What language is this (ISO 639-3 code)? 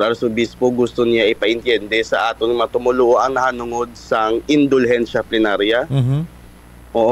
hil